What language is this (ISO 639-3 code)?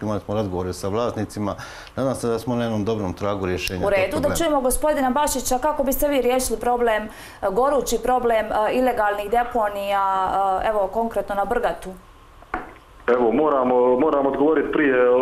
hrv